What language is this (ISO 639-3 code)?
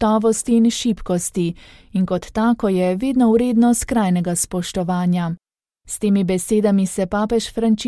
slv